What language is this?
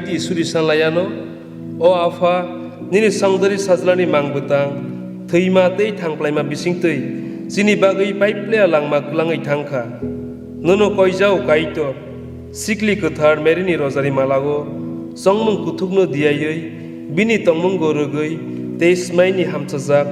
Kok Borok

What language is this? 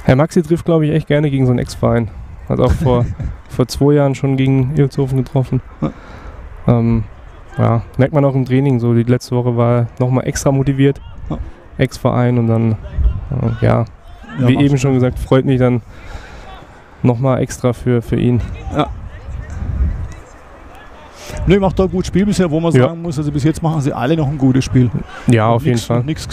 German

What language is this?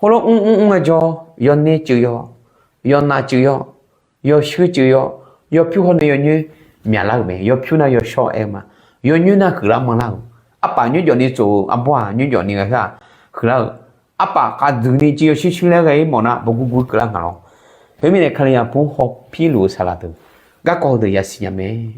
Akha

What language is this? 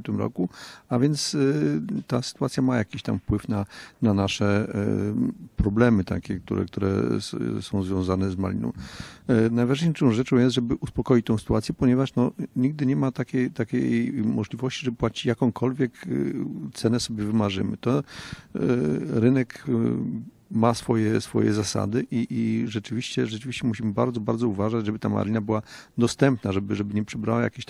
Polish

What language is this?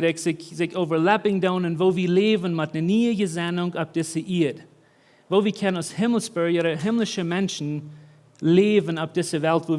Plautdietsch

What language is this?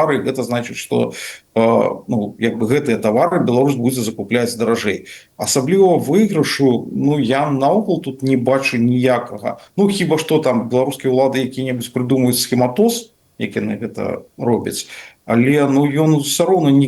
Belarusian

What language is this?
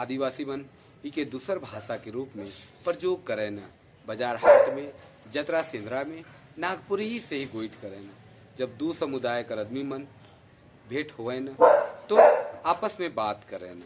Sadri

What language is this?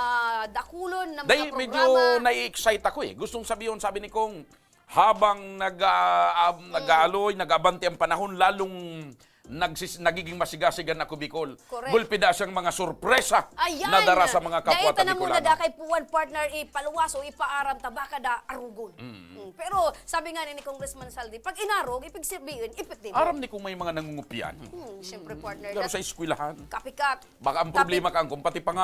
Bikol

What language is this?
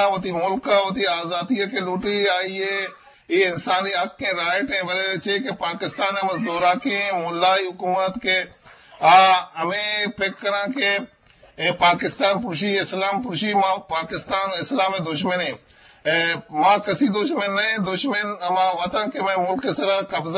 Eastern Balochi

